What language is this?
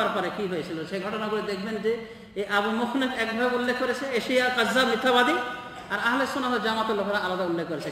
Bangla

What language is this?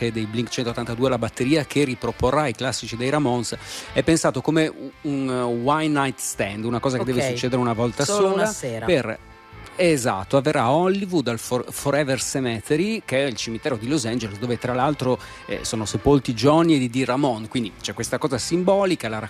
Italian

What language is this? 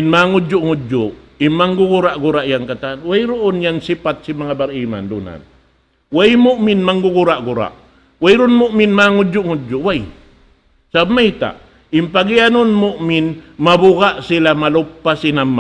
Tausug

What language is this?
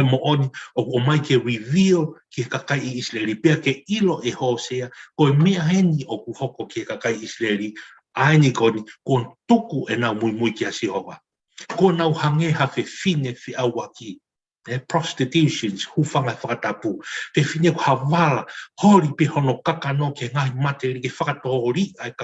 Tongan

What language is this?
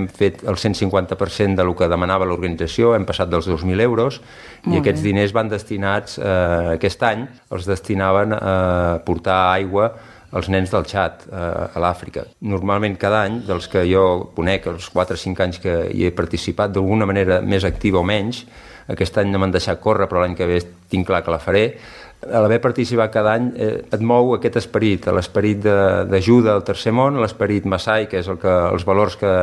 Catalan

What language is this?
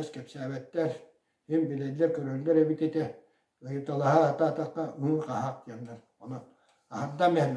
Yakut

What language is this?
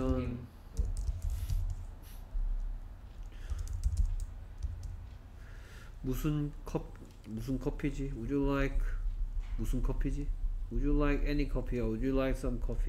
Korean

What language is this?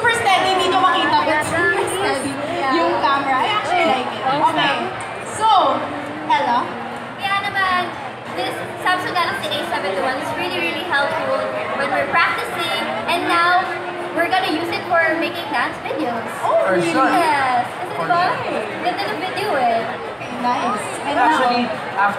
Filipino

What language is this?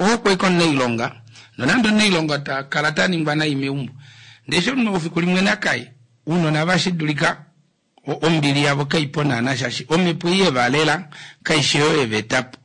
Kuanyama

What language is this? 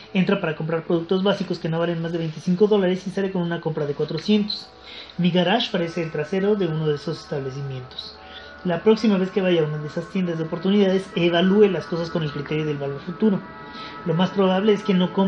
Spanish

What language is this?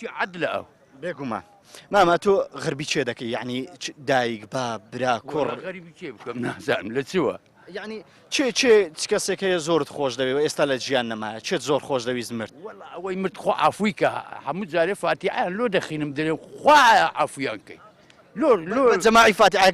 Central Kurdish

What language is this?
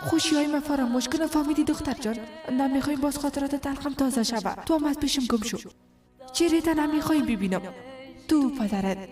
Persian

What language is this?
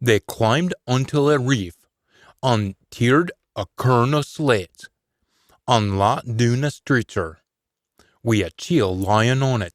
Scots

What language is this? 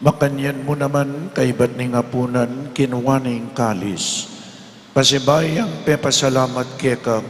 Pampanga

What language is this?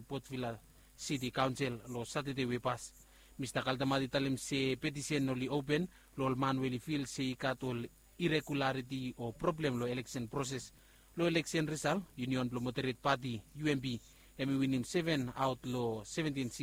Bislama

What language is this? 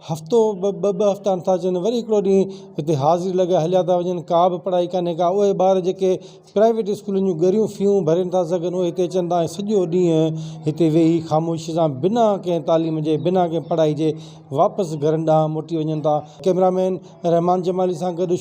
Sindhi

